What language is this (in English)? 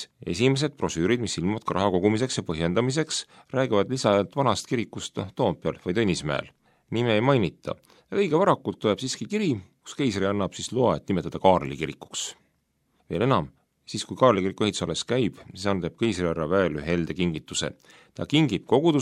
Estonian